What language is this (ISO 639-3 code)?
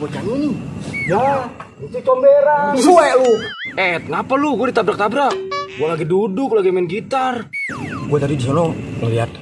bew